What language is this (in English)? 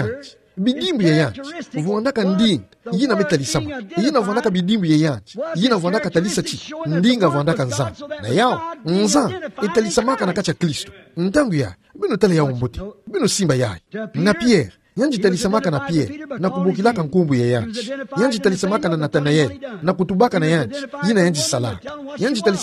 Kituba (Democratic Republic of Congo)